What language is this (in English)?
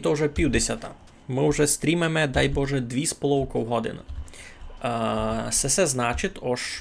Rusyn